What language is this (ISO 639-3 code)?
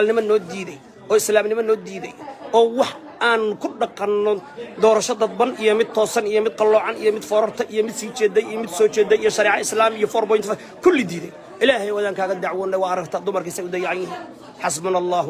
som